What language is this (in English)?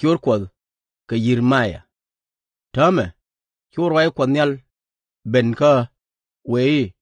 Nuer